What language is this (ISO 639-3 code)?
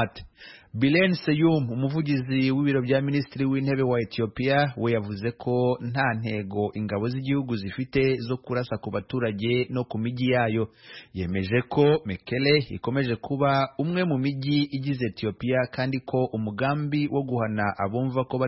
kin